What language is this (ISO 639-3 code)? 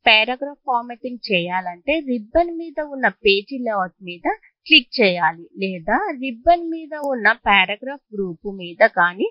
tel